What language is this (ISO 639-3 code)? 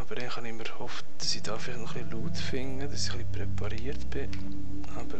gsw